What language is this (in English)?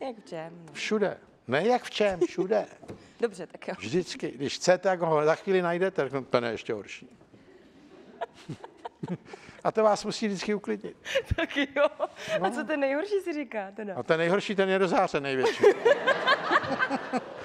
Czech